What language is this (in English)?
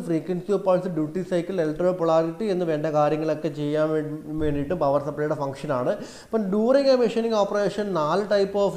Malayalam